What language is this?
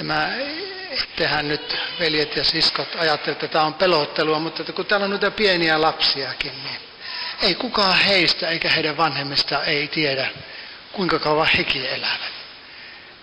Finnish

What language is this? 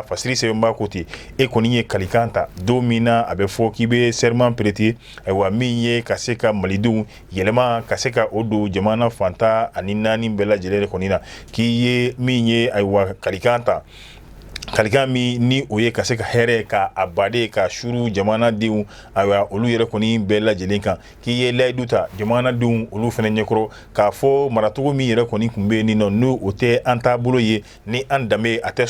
Bambara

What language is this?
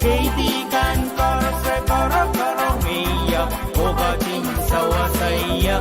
Pohnpeian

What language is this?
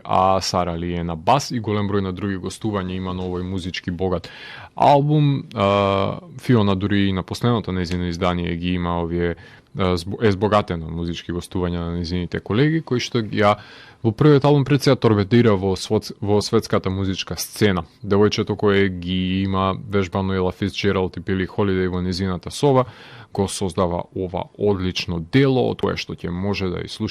Macedonian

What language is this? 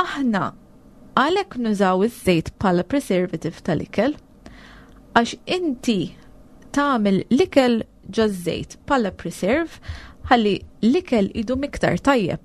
Maltese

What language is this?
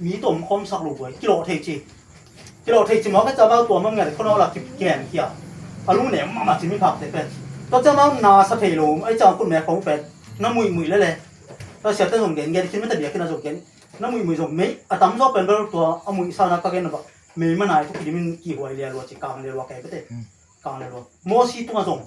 Tedim Chin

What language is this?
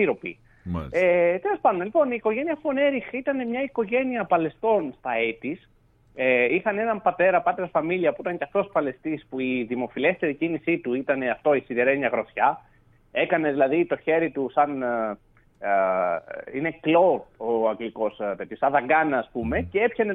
Greek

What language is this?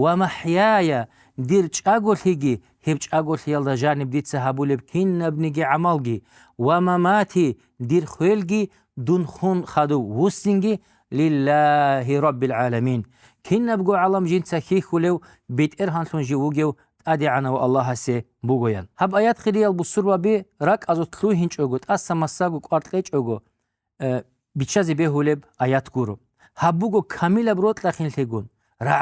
Avaric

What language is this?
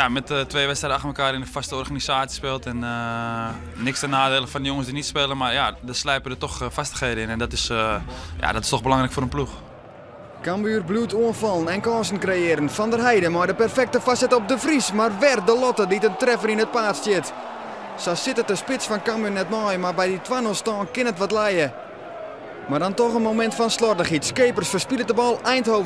Western Frisian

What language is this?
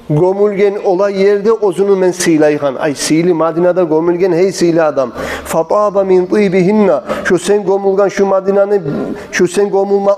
Kumyk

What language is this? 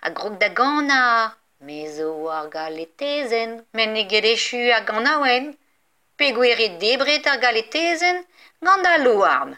Breton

